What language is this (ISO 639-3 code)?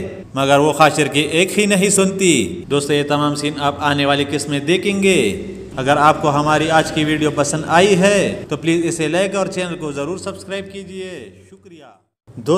urd